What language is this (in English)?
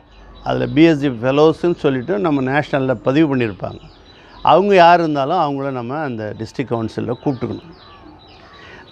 Tamil